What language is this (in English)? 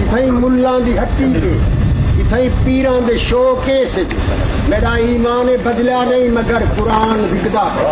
Saraiki